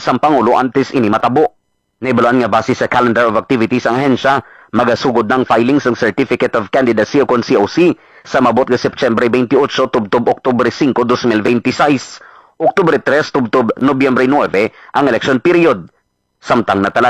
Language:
Hiligaynon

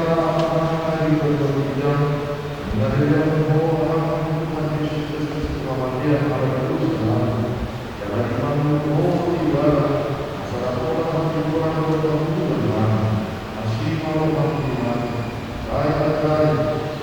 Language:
Batak Toba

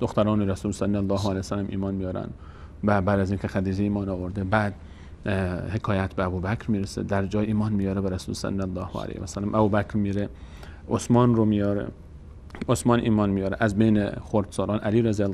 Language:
Persian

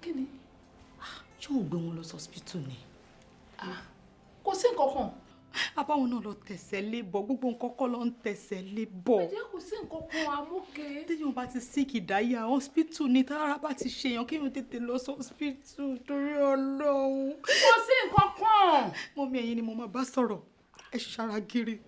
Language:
Yoruba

